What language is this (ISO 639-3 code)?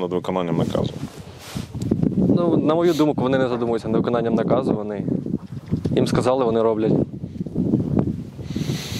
ukr